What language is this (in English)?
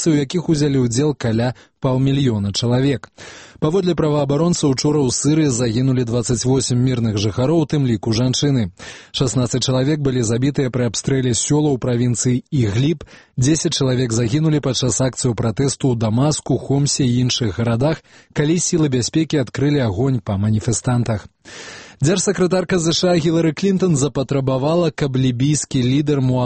Belarusian